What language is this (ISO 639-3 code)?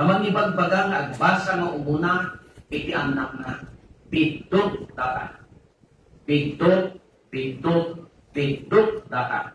ilo